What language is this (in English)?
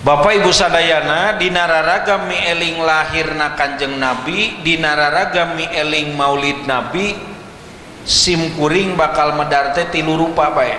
Sundanese